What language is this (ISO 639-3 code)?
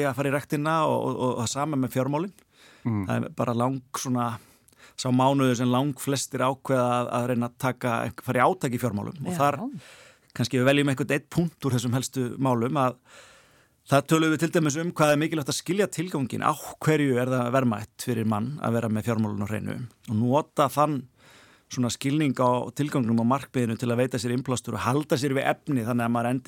isl